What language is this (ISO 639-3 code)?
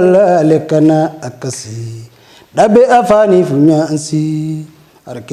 orm